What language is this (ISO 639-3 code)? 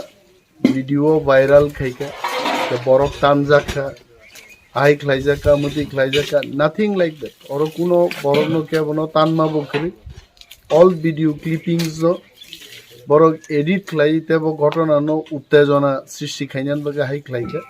trp